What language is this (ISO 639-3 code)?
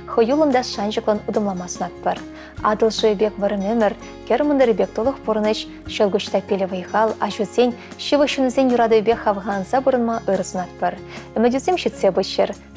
chv